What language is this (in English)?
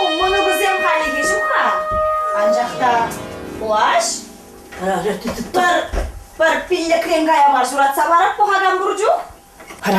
Chuvash